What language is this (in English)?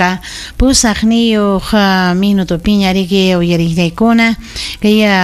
Ayacucho Quechua